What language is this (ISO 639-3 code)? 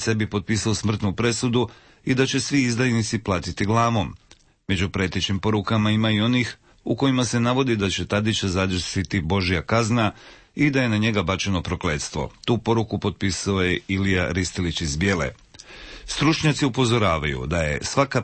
srp